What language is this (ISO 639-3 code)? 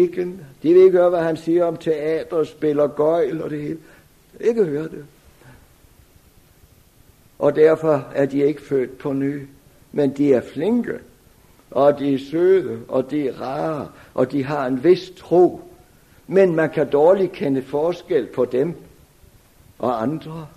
dan